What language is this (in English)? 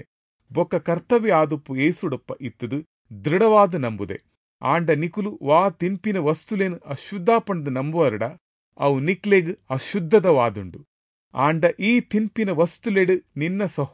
Tulu